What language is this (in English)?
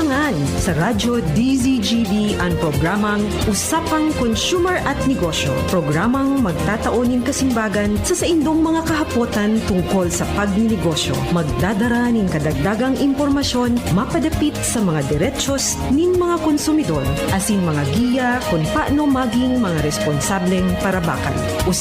Bikol